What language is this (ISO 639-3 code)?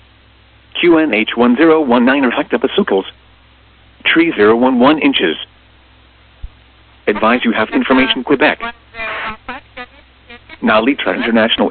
eng